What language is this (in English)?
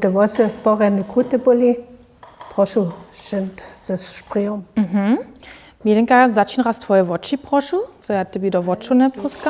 Upper Sorbian